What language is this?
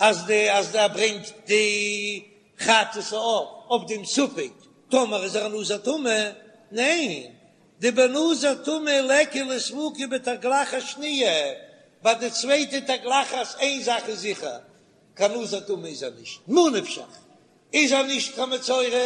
Yiddish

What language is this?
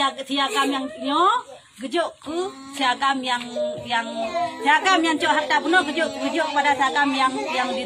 Achinese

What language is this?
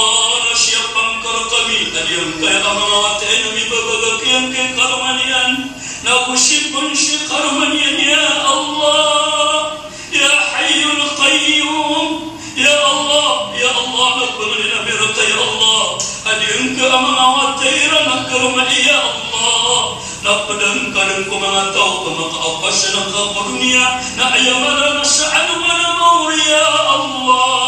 Maranao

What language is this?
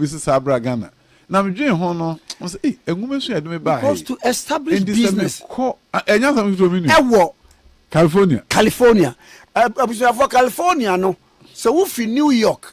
Akan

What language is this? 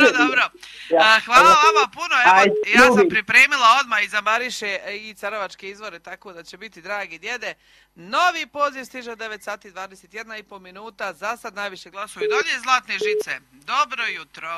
Croatian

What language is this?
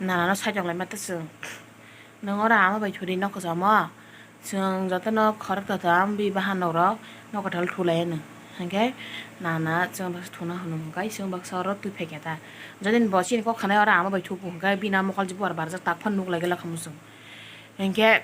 Kok Borok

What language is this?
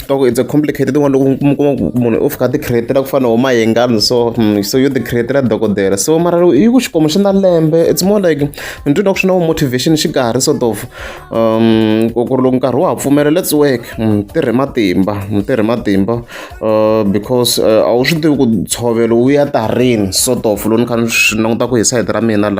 Tsonga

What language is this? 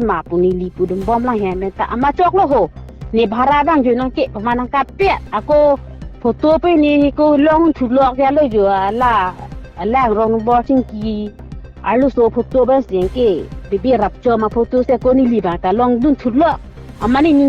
Karbi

